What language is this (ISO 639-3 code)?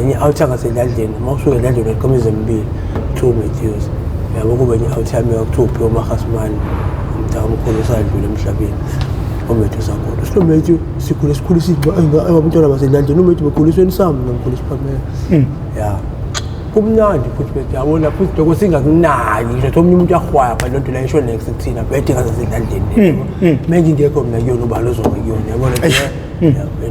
zul